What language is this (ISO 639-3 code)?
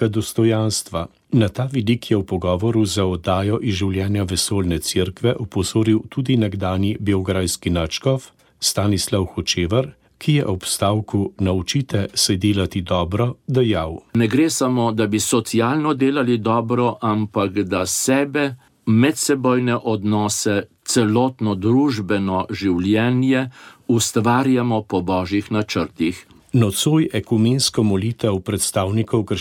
slv